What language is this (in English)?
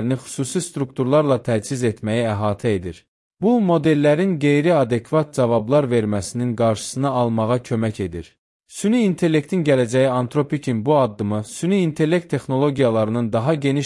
Azerbaijani